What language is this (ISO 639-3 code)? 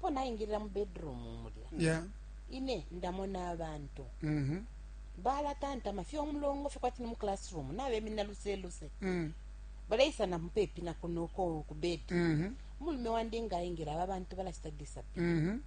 bem